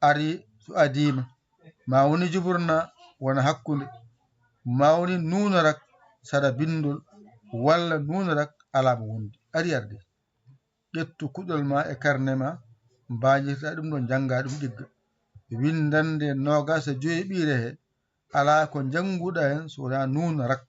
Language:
Fula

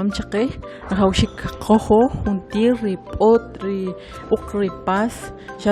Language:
Kʼicheʼ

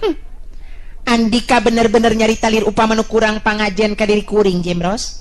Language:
Sundanese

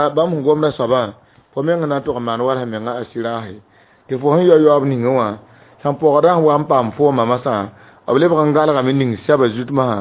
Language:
Mossi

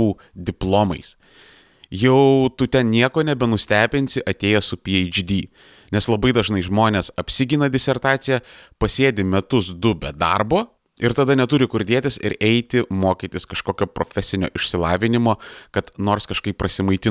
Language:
Lithuanian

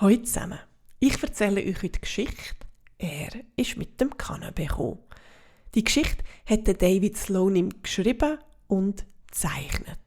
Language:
Swiss German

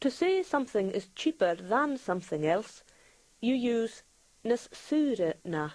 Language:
Scottish Gaelic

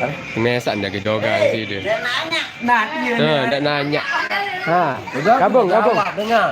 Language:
Sasak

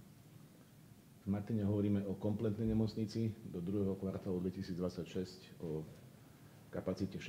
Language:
Slovak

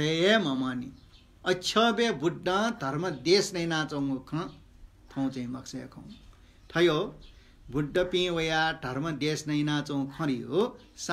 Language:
Newari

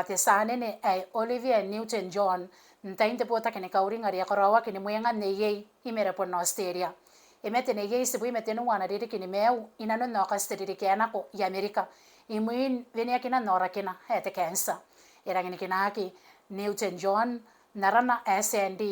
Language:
Gilbertese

